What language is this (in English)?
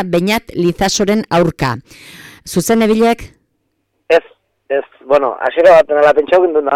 Basque